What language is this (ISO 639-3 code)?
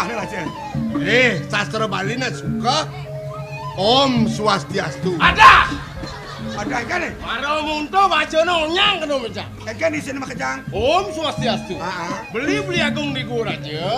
ban